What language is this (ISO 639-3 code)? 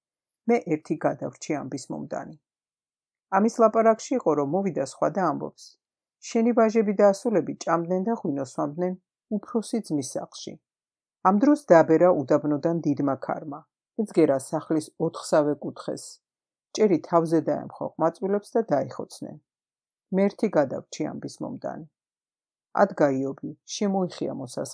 kat